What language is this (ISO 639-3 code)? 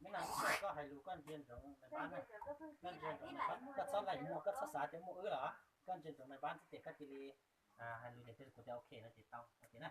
hmn